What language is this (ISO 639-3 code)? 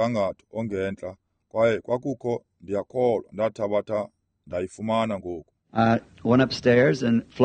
xho